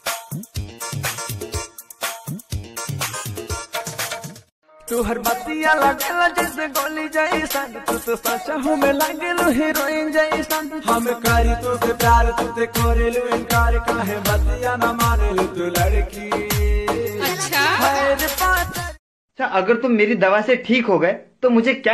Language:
Bhojpuri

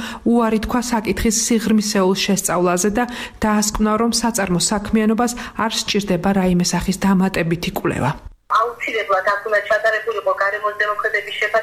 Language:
Georgian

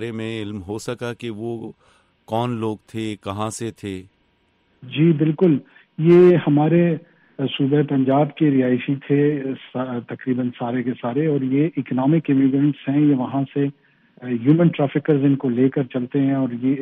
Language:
Urdu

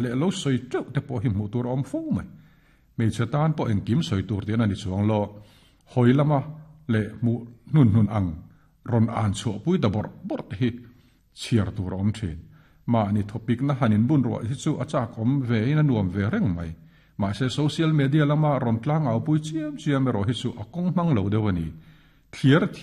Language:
Mizo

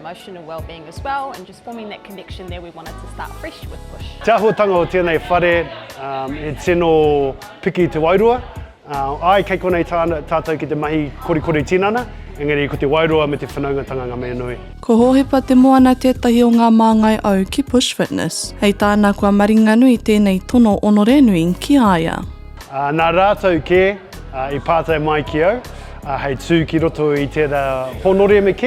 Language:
Māori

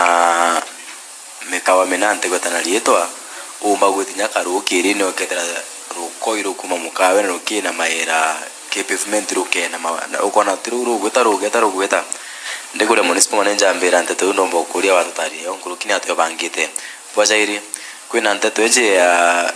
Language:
Meru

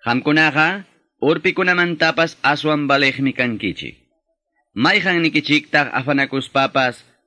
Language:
Quechua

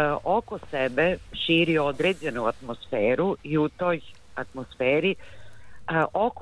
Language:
Serbian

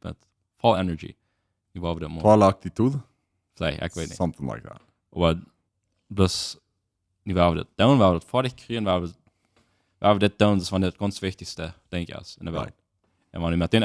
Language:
Plautdietsch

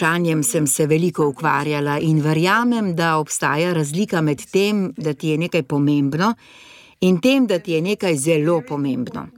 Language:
Slovenian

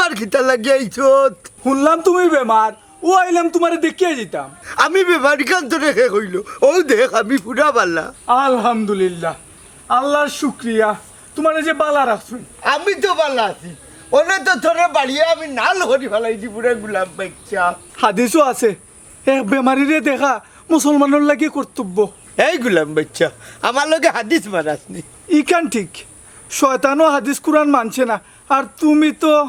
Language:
Sylheti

